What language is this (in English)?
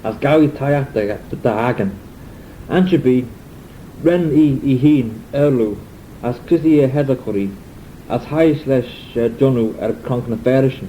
Manx